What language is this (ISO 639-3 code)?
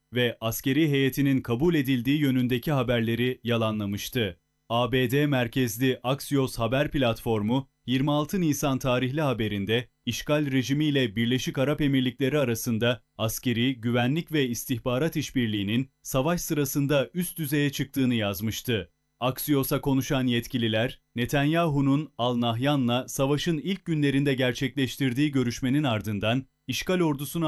tur